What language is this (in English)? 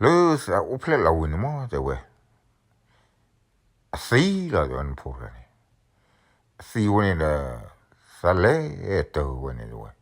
S'gaw Karen